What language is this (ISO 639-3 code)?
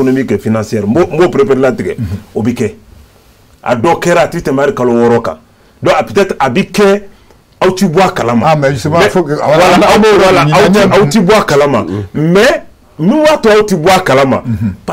bam